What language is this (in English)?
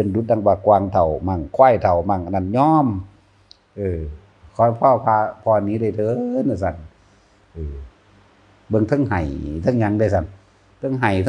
Northeastern Thai